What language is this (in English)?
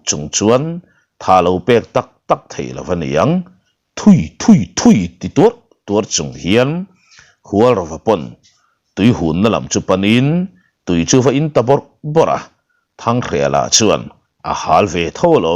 Mizo